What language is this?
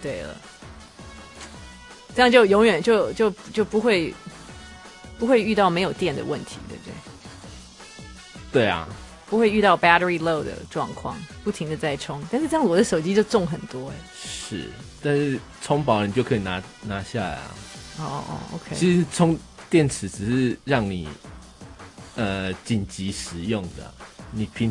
Chinese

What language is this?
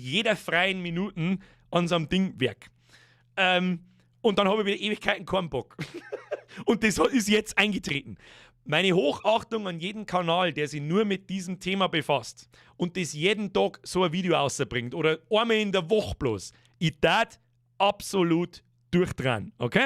Bavarian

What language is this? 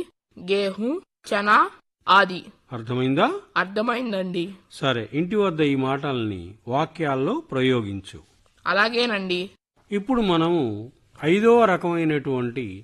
Telugu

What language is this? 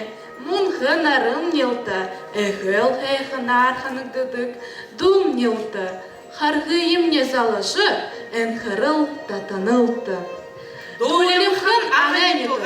Buriat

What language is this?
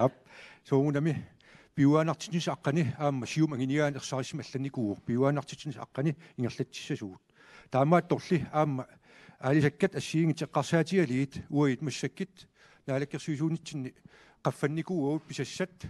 Kalaallisut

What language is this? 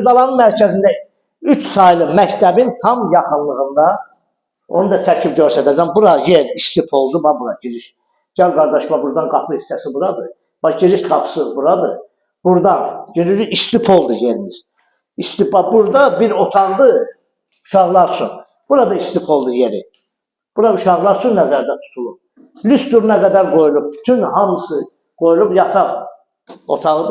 Azerbaijani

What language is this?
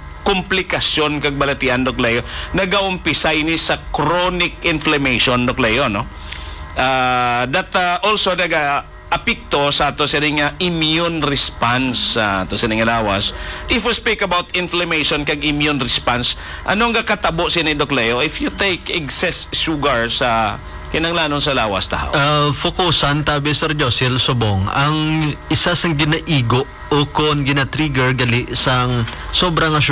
Hiligaynon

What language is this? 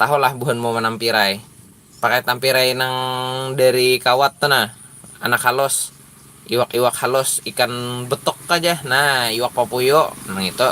Banjar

